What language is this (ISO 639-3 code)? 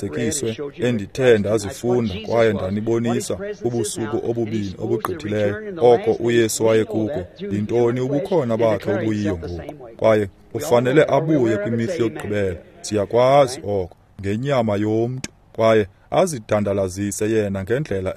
xho